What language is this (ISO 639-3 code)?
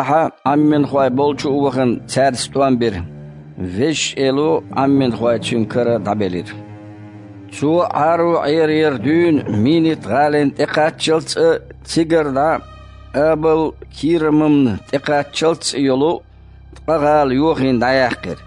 che